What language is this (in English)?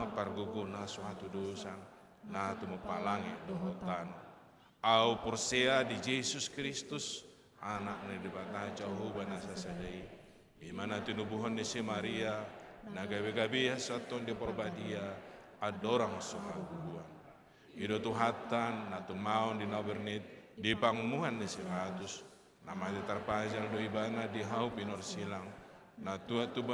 Batak Toba